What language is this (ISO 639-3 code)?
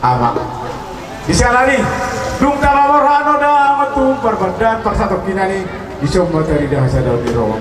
bbc